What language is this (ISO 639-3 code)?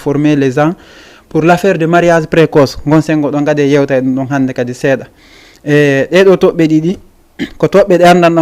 ful